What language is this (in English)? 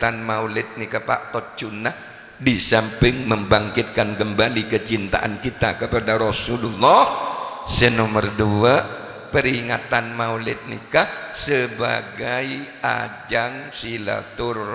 Madurese